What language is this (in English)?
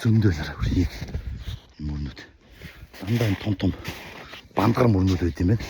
Mongolian